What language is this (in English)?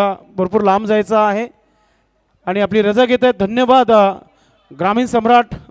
Marathi